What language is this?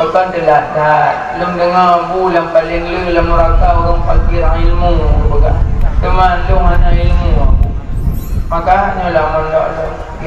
Achinese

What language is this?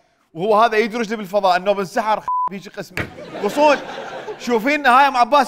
Mesopotamian Arabic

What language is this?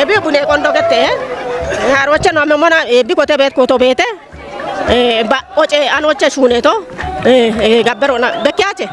Kafa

